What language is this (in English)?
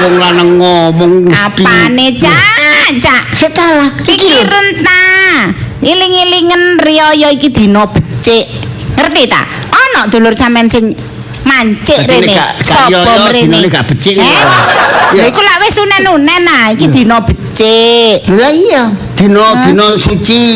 Javanese